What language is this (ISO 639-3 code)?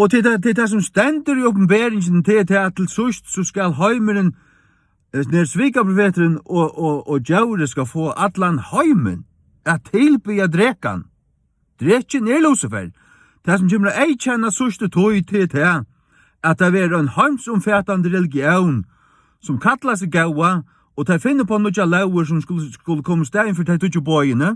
fao